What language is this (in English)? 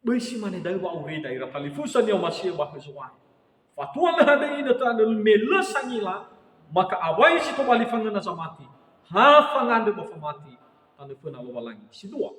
Nias